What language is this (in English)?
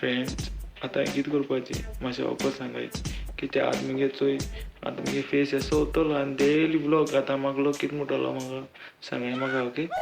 Konkani